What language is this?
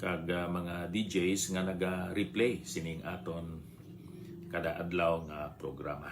Hiligaynon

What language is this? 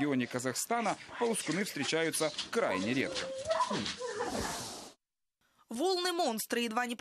Russian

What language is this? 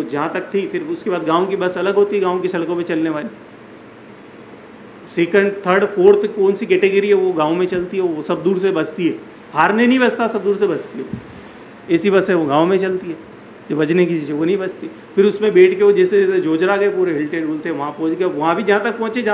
Urdu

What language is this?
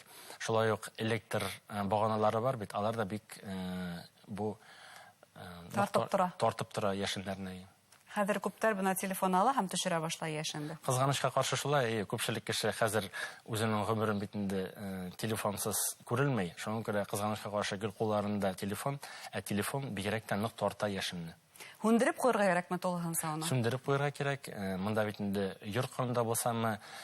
Bashkir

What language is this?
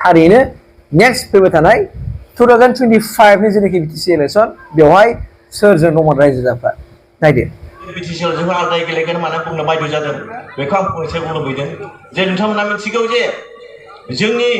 Bodo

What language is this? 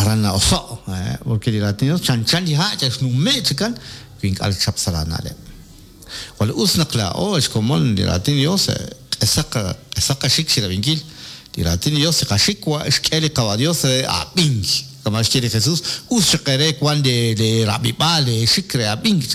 Kekchí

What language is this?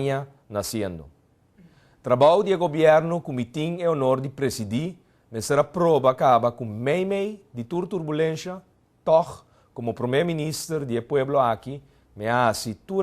Papiamento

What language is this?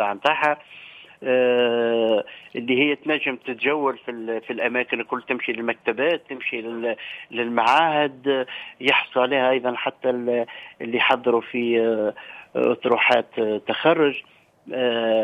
Tunisian Arabic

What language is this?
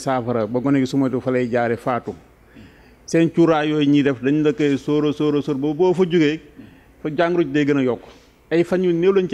Wolof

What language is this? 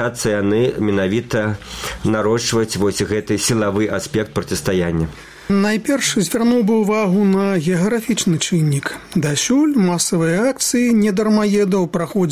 Belarusian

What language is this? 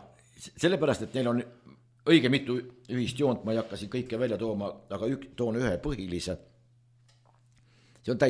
Estonian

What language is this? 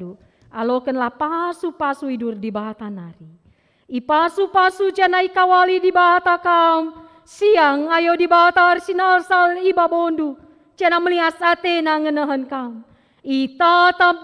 Batak Karo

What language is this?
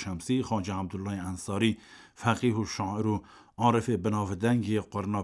Kurdish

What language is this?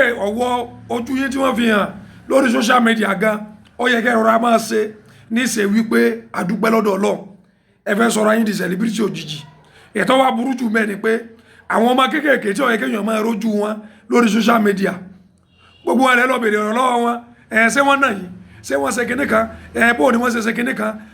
Yoruba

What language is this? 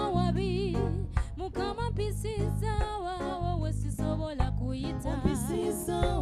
Ganda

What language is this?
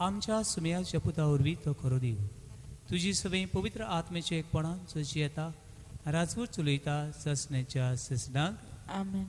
Konkani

